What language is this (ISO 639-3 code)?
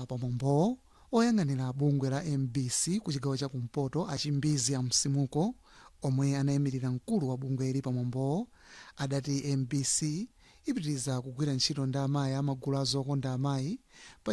nya